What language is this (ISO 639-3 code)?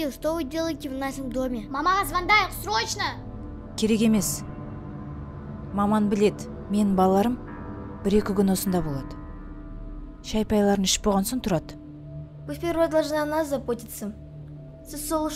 kaz